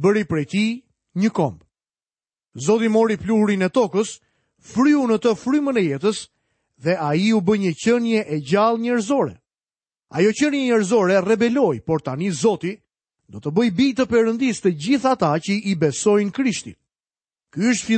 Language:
Albanian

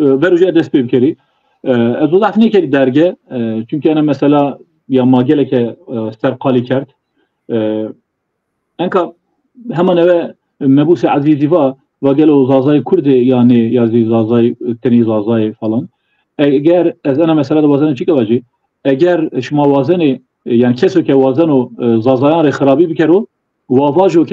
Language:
Zaza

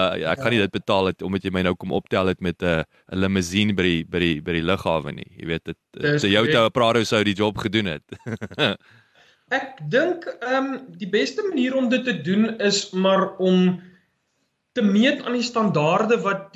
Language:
Afrikaans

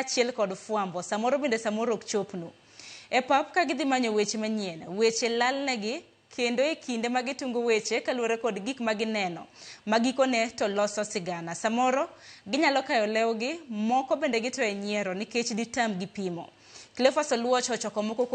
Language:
Luo (Kenya and Tanzania)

